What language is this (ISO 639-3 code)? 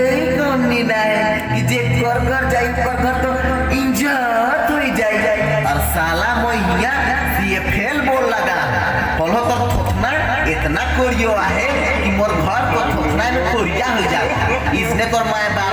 sck